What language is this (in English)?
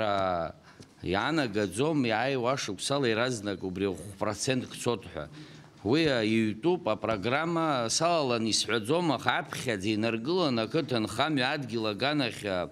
Abkhazian